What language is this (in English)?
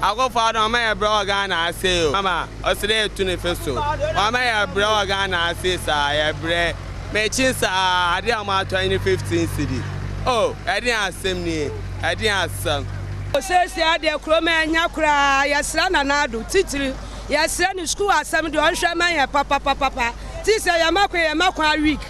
Akan